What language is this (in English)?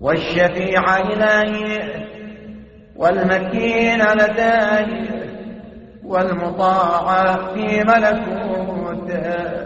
Egyptian Arabic